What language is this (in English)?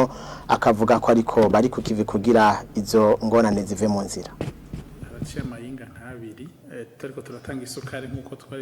Rundi